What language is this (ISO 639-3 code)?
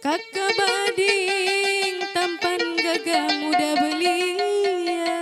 bjn